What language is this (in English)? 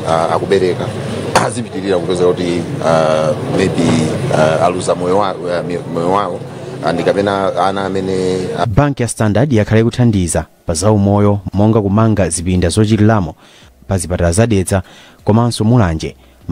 Nyanja